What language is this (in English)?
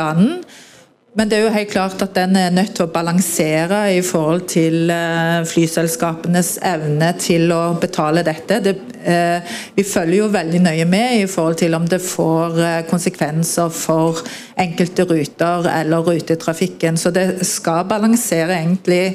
Norwegian